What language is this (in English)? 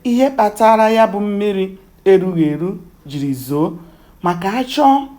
Igbo